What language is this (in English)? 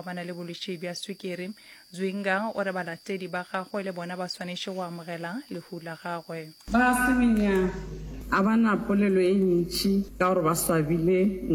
Northern Sotho